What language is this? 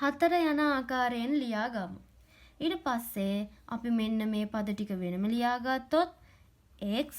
Sinhala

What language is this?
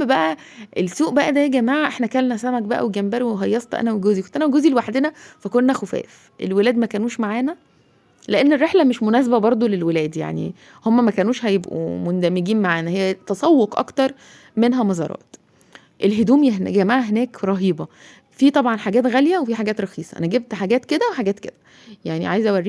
Egyptian Arabic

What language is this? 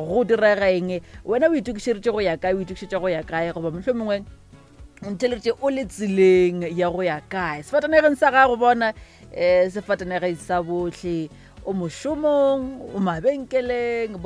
Northern Sotho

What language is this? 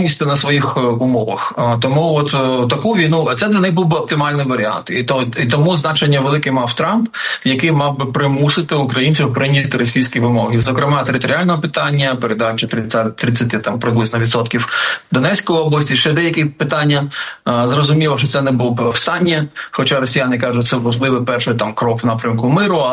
Ukrainian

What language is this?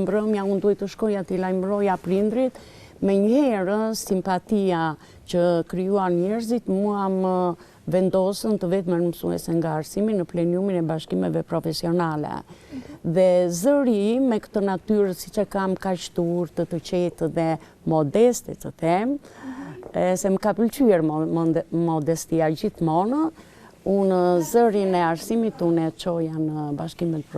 Albanian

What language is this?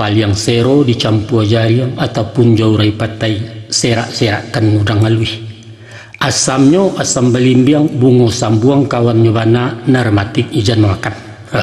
Minangkabau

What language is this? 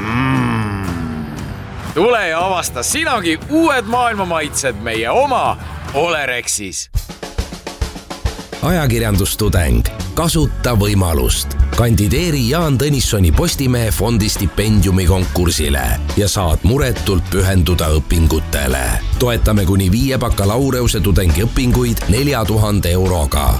Estonian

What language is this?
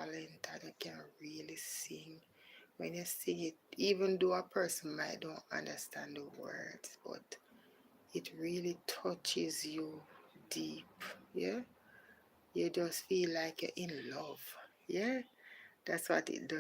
Jamaican Creole English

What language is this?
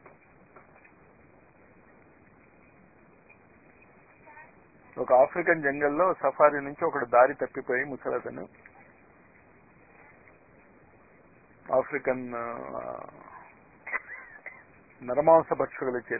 Telugu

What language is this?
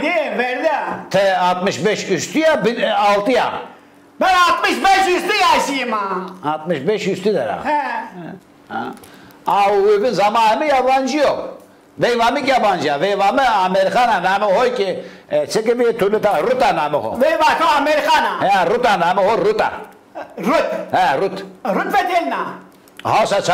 Zaza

